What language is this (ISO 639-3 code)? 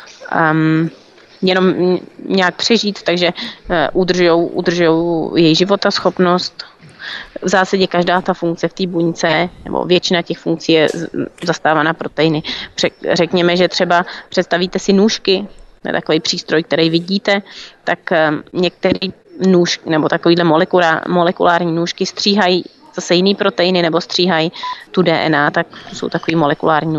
ces